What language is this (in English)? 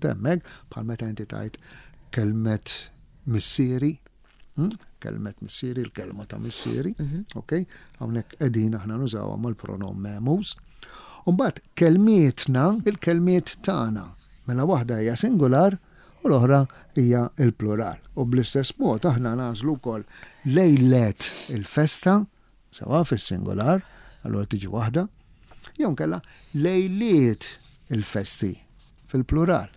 Maltese